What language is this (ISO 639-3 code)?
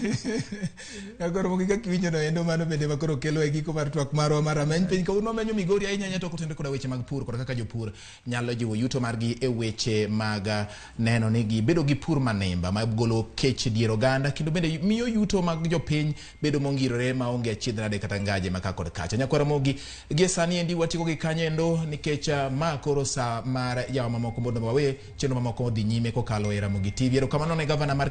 luo